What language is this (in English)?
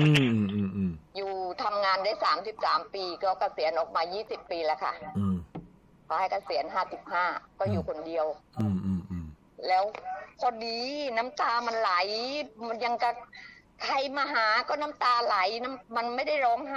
Thai